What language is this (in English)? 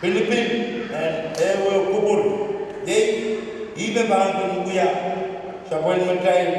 Pohnpeian